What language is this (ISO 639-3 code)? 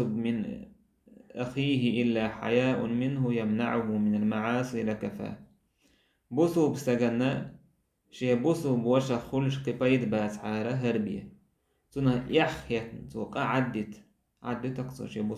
che